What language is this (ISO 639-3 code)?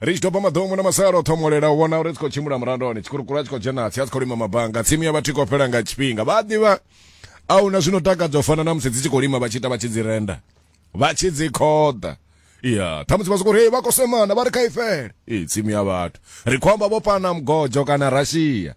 ven